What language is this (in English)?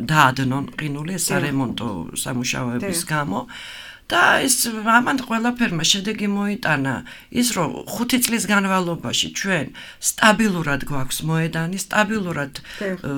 Georgian